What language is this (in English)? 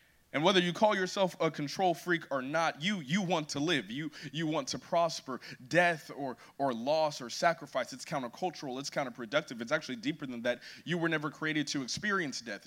English